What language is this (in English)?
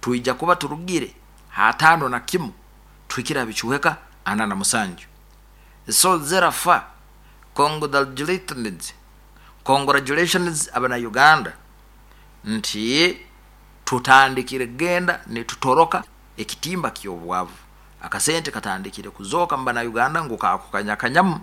Nyankole